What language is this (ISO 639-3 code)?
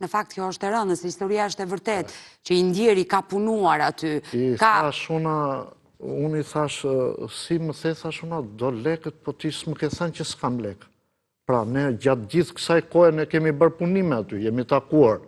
sqi